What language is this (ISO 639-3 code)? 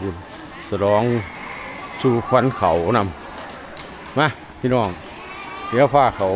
tts